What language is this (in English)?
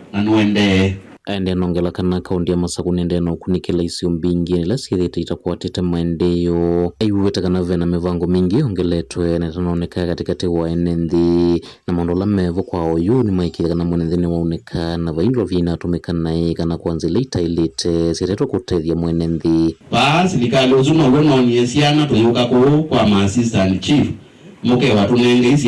Kamba